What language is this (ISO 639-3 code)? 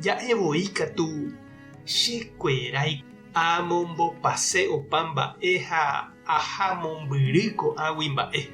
grn